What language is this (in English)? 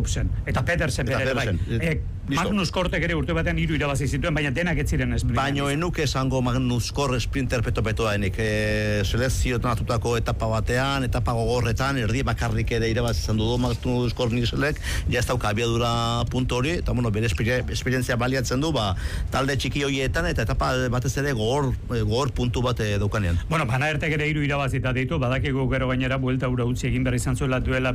Basque